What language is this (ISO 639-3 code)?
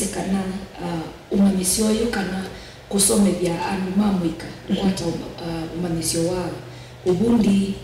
kam